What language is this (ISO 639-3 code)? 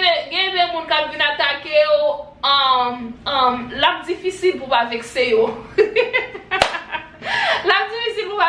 hat